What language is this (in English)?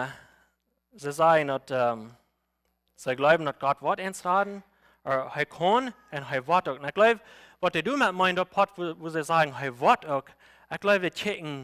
Plautdietsch